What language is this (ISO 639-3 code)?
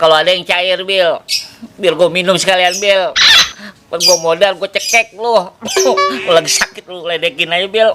bew